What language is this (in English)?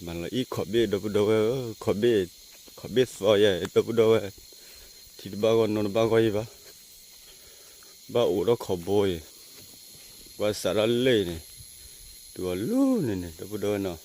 S'gaw Karen